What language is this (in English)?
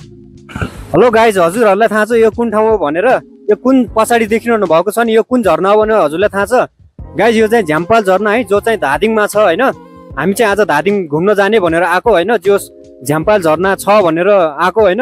Nepali